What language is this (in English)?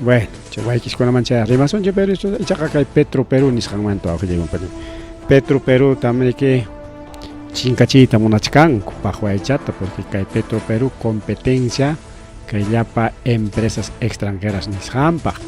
Ayacucho Quechua